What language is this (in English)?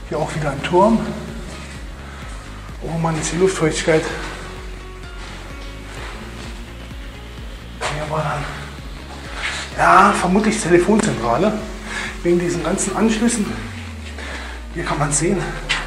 German